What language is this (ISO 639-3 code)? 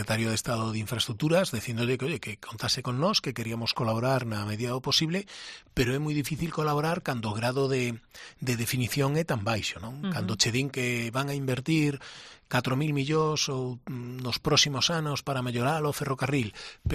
glg